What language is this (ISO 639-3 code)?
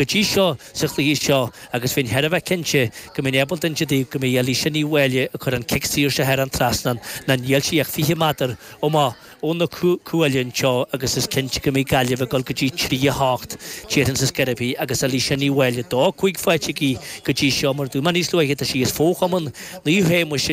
gle